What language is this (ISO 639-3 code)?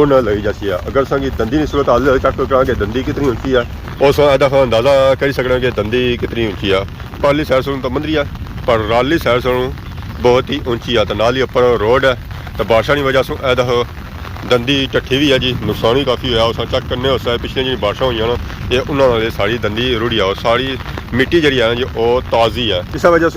phr